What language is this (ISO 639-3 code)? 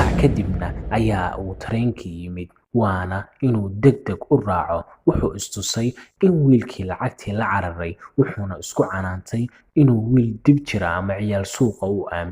som